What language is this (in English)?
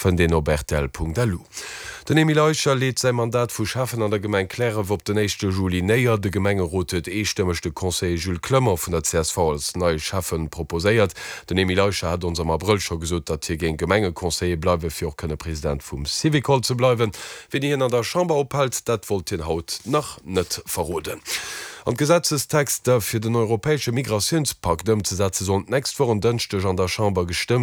Luxembourgish